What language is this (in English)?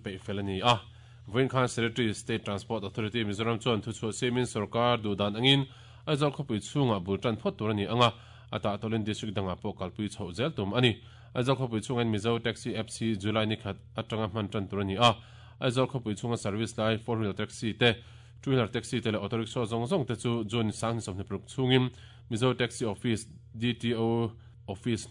Mizo